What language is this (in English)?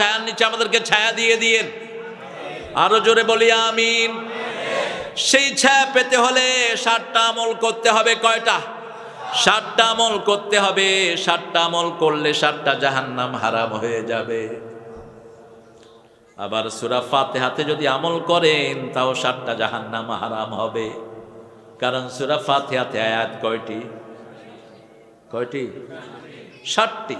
Bangla